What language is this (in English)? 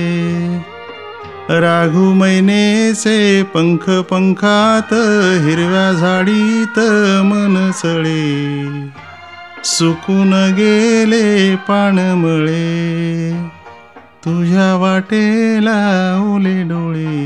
Marathi